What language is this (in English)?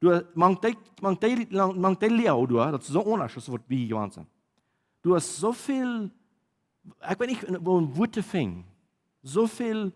Plautdietsch